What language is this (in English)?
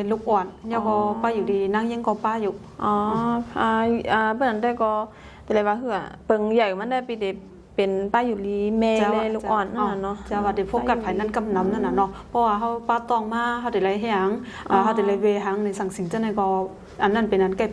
Shan